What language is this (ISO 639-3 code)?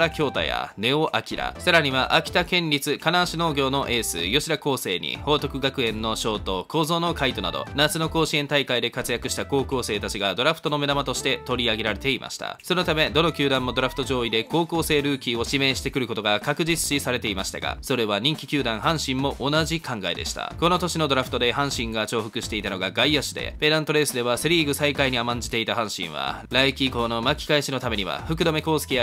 jpn